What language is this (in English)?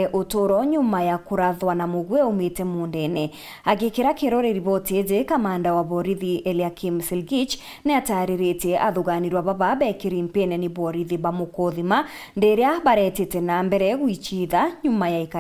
Meru